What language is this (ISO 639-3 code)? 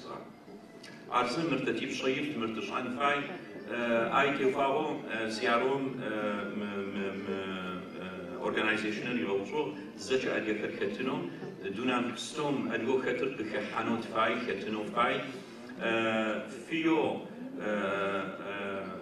ady